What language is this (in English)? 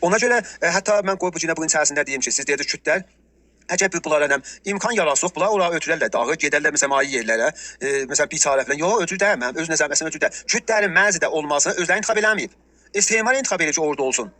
South Azerbaijani